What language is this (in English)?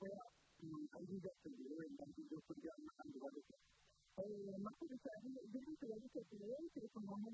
Kinyarwanda